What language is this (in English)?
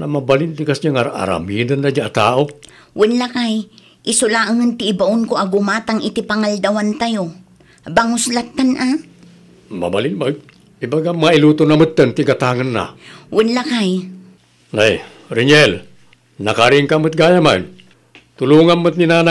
Iloko